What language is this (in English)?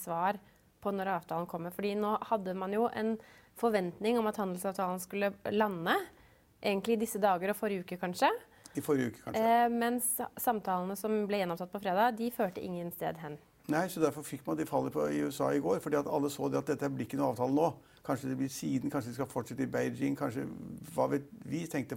Norwegian